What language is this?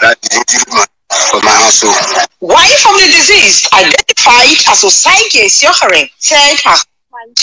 Nigerian Pidgin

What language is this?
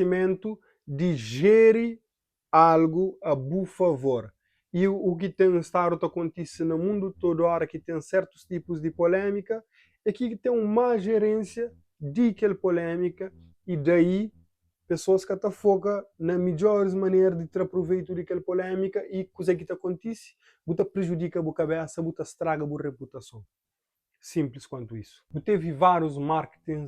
Kabuverdianu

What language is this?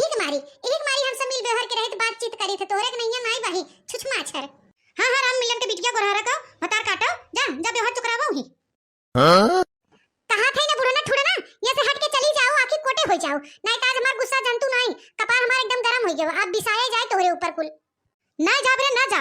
Awadhi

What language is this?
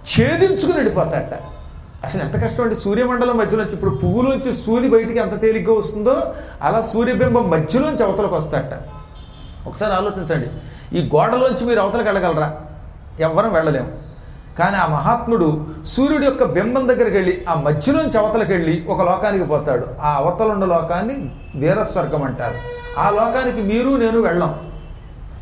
Telugu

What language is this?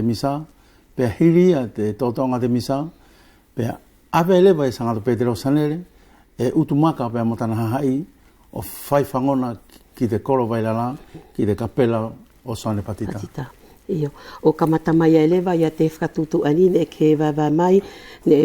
Wallisian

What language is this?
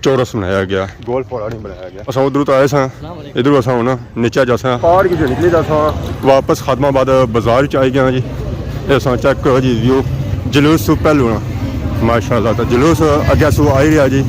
Pahari-Potwari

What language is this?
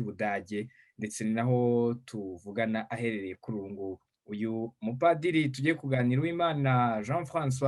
Kinyarwanda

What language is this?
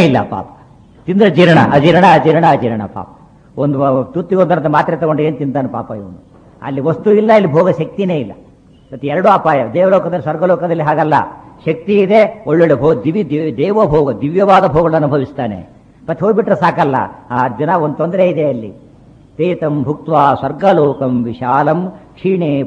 Kannada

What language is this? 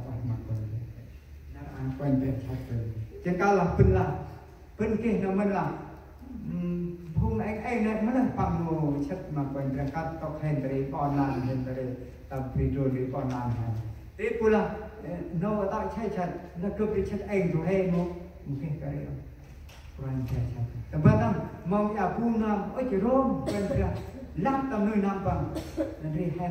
Central Mnong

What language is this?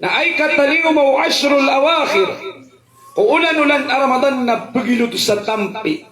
Maranao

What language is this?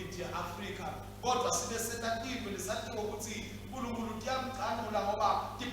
Swati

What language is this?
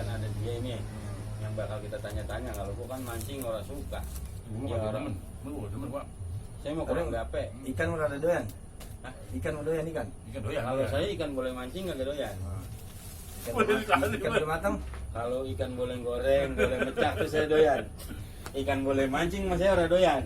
Betawi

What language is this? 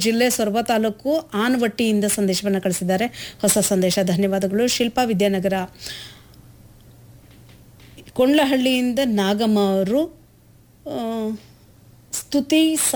Kannada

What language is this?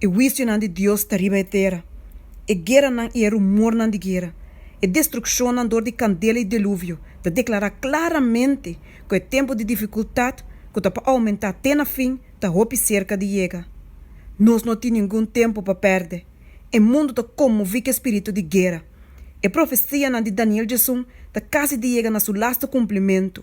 Papiamento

